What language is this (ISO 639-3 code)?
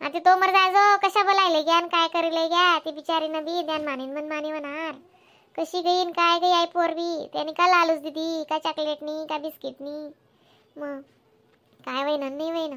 khn